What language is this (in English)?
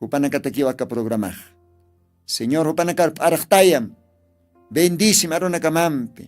Aymara